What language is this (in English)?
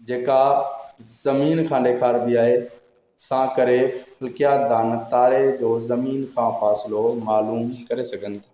Sindhi